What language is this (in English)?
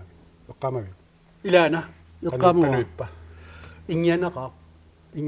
Kalaallisut